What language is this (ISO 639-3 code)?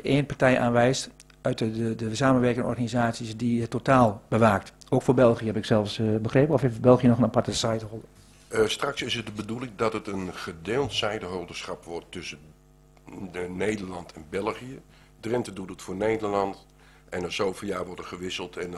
nld